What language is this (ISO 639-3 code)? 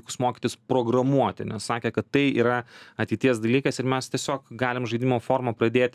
lit